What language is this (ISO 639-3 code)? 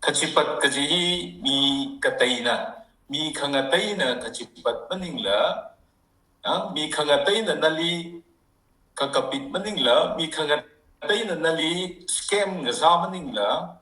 nmf